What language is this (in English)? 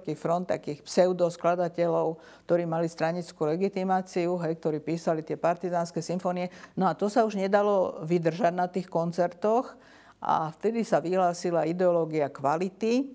Slovak